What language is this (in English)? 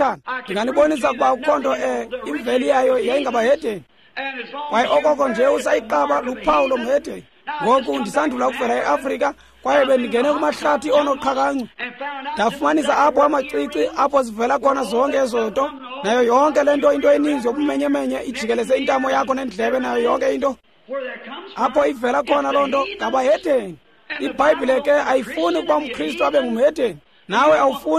Xhosa